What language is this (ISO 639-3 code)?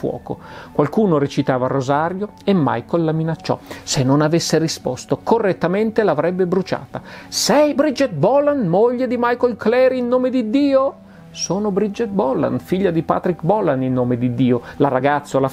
ita